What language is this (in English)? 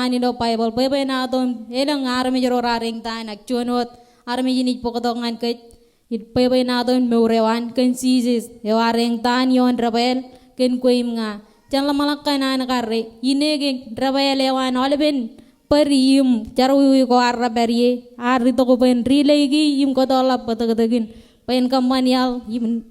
Marshallese